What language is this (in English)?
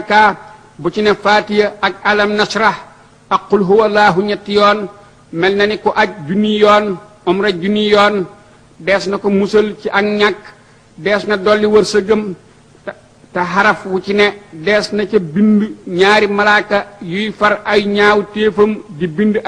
Wolof